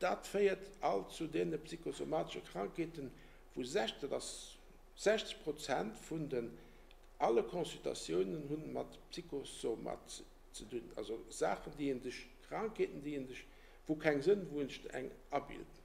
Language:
Luxembourgish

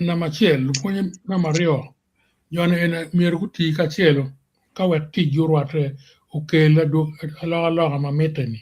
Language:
Acoli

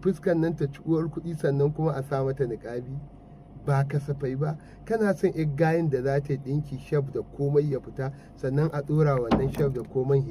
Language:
Hausa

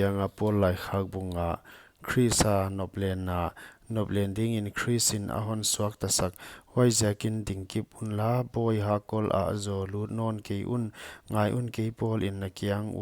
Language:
Paite Chin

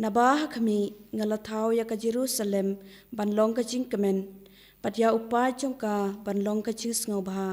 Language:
Khasi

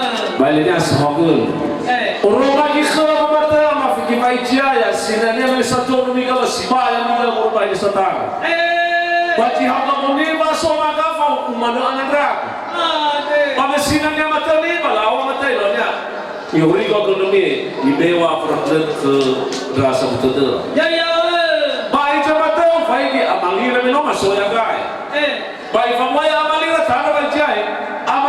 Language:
Nias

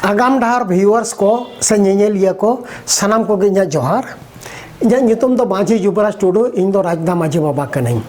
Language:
Santali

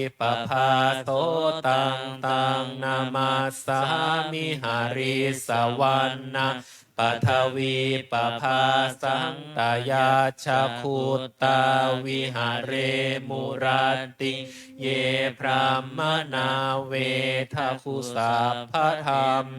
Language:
Pali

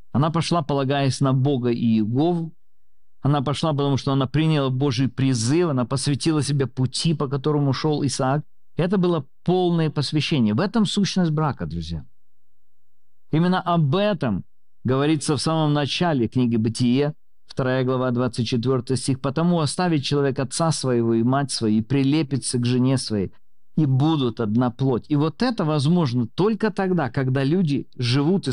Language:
Russian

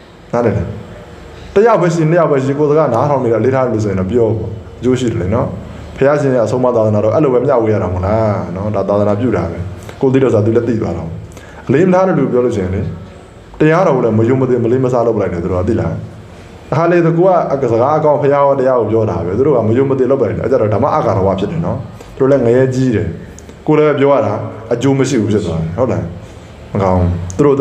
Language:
Burmese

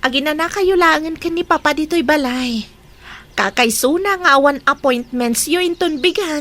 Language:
Iloko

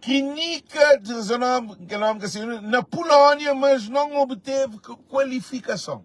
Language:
Kabuverdianu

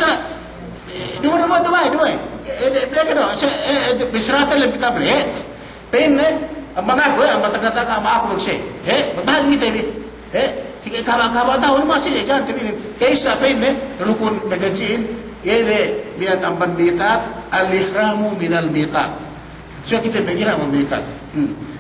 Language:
Yakan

